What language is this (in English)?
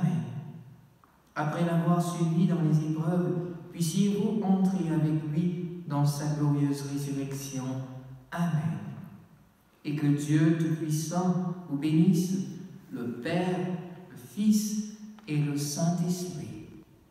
French